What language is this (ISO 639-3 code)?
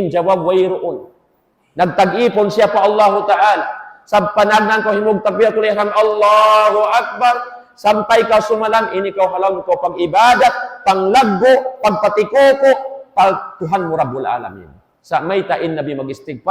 tsg